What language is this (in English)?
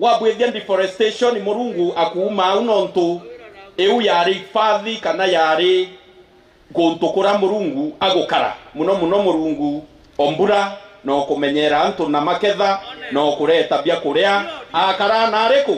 Meru